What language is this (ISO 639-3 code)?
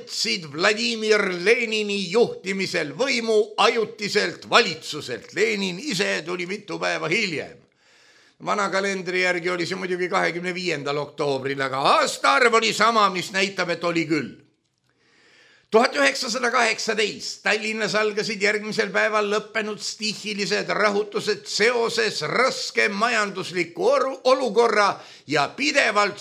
est